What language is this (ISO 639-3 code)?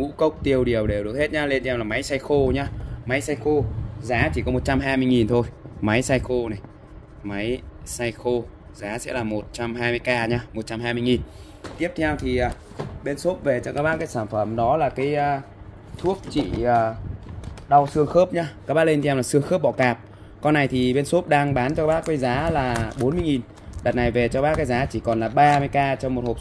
vie